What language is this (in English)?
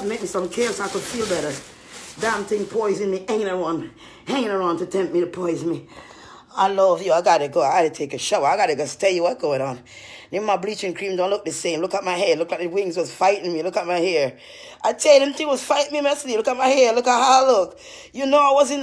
Jamaican Creole English